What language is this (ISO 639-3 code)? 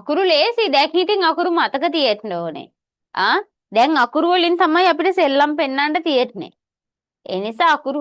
sin